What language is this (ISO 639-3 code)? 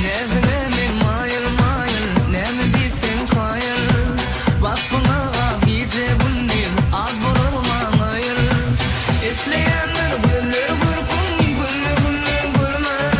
tuk